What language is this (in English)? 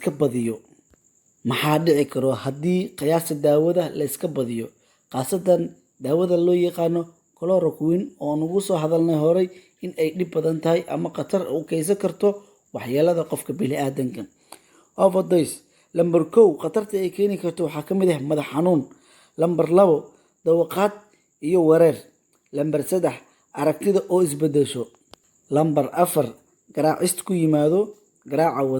Somali